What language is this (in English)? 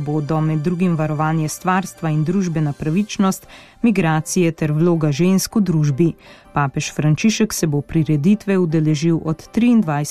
Slovenian